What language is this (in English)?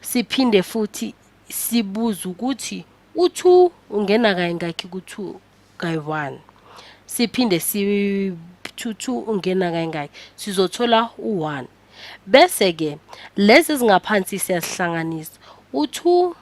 Zulu